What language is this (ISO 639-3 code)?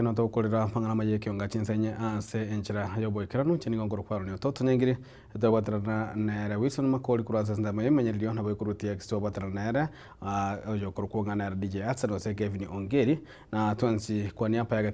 guz